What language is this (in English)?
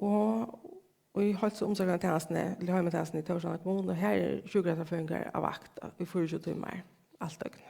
Faroese